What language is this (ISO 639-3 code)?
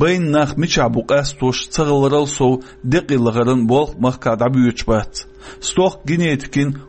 che